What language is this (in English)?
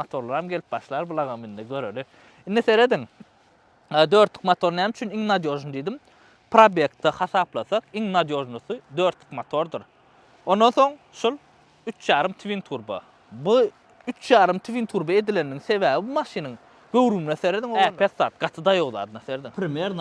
Turkmen